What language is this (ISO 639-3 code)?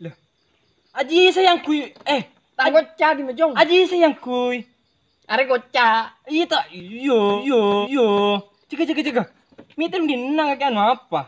mad